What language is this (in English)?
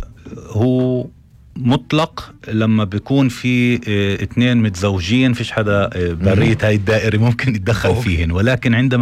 North Levantine Arabic